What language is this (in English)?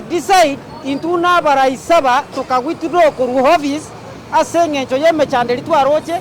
Gusii